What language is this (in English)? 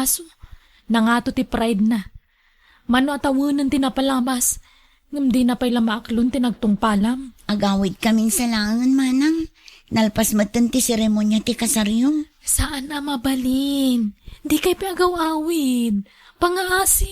Iloko